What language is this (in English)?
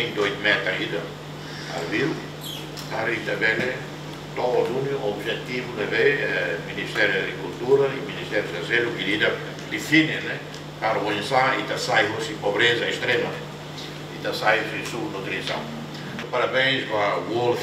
Tetum